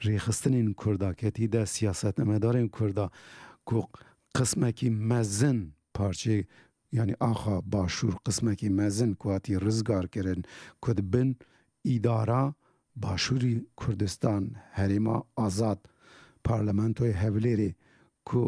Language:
Kurdish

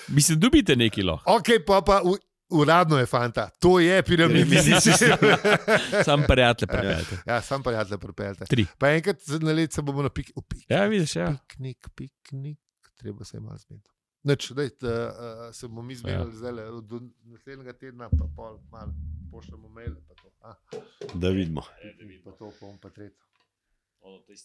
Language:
Slovenian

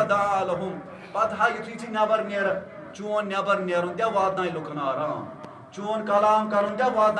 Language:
Kashmiri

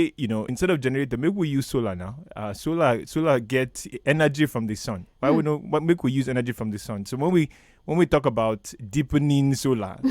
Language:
Nigerian Pidgin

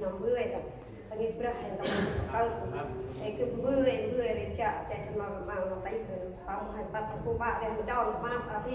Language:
Central Mnong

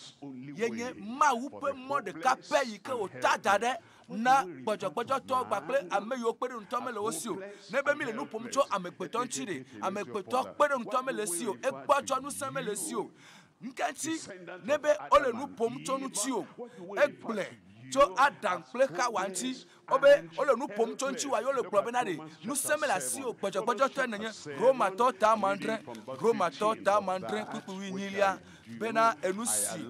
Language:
Ewe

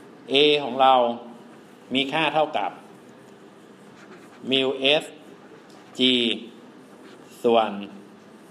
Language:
Thai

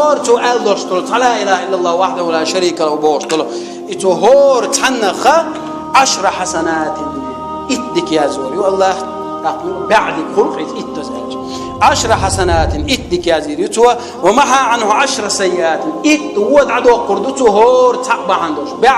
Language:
Chechen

